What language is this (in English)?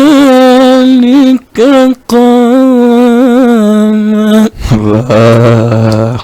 Fula